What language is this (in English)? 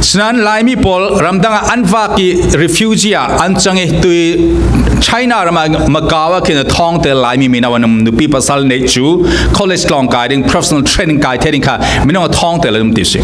Falam Chin